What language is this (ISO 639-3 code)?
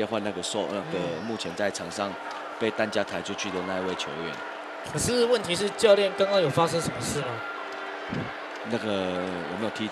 zho